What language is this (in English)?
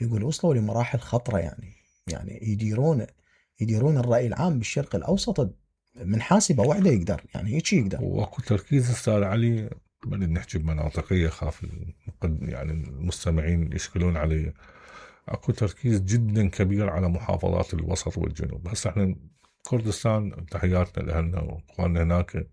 Mesopotamian Arabic